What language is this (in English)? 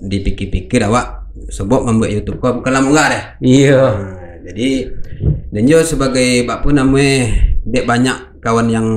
Minangkabau